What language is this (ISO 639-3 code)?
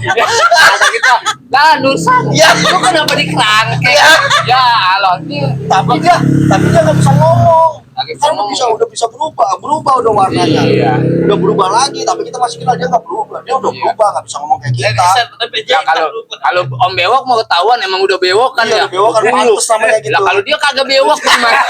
bew